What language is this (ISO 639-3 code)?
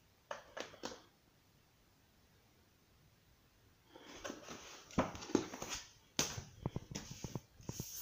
ces